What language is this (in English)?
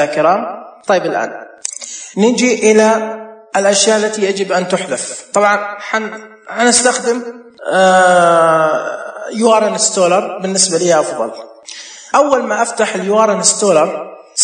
Najdi Arabic